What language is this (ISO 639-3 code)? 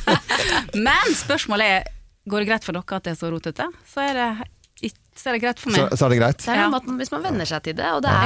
nor